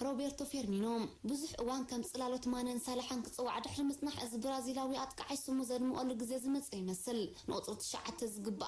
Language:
Tigrinya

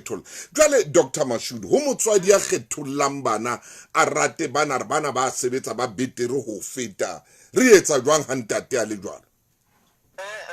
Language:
Southern Sotho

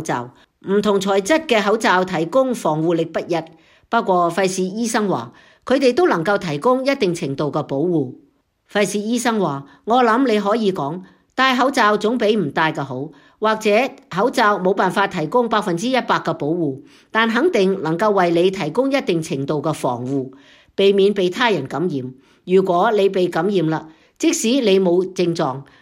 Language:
Cantonese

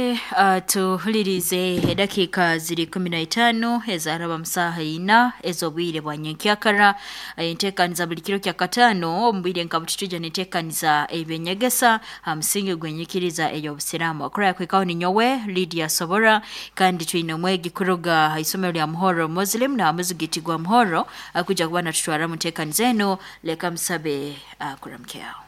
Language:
Nyoro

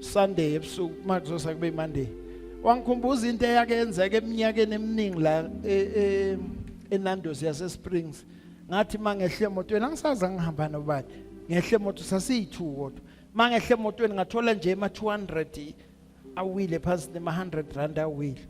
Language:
Zulu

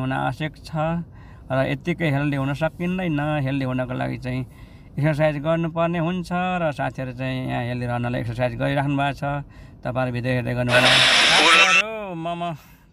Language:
Nepali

